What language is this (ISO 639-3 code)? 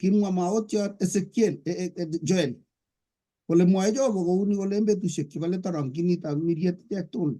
kln